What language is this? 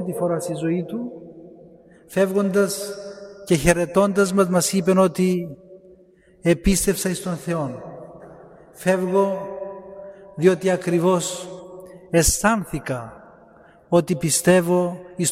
Greek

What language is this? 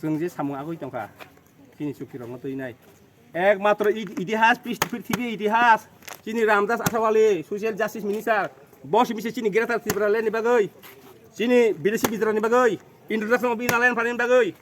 Kok Borok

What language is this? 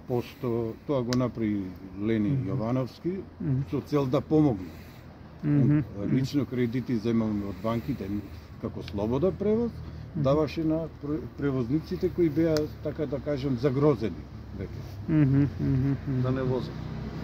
Macedonian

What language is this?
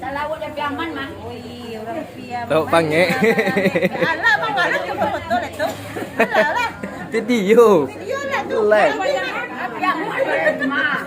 Minangkabau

